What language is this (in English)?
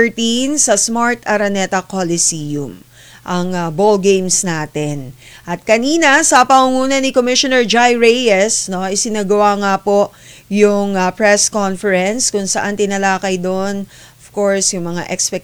Filipino